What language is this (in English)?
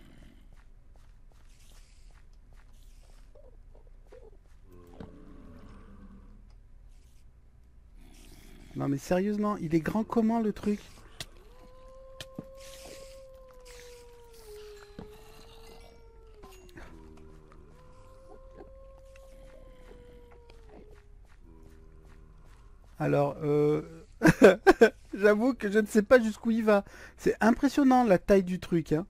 French